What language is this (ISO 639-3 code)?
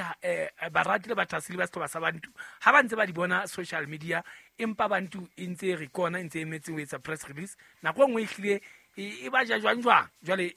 sot